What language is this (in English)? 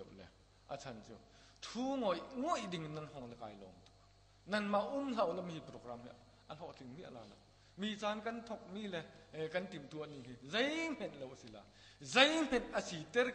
Hakha Chin